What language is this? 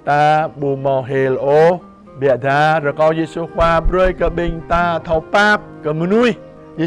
Jarai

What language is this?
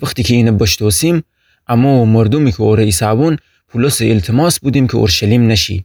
Gilaki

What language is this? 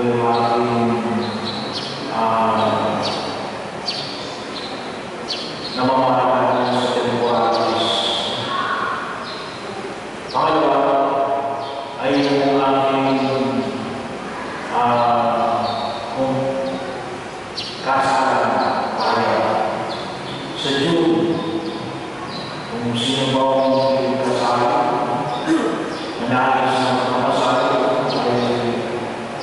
Filipino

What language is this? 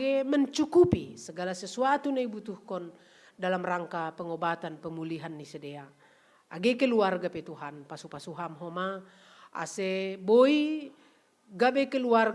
Batak Simalungun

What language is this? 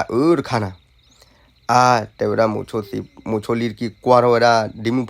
S'gaw Karen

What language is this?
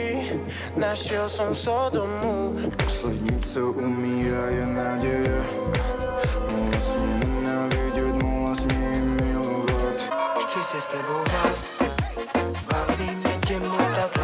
Czech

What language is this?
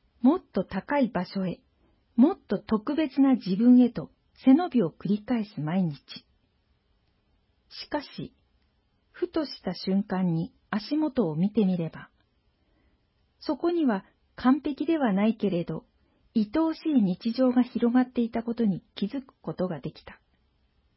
Japanese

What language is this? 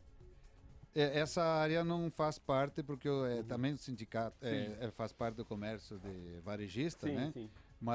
Portuguese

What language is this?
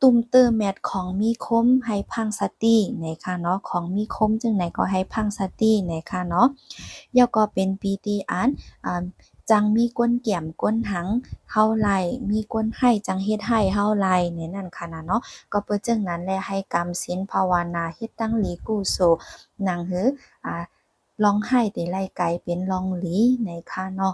Shan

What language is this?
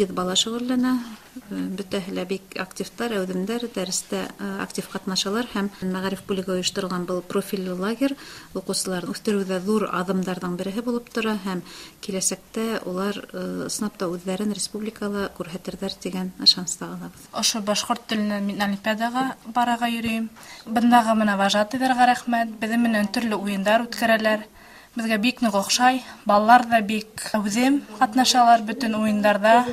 Bashkir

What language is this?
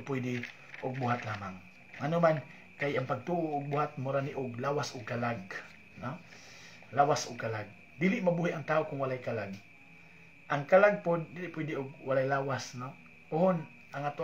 Cebuano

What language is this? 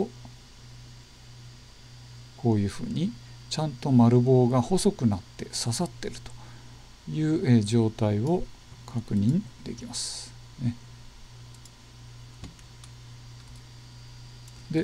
Japanese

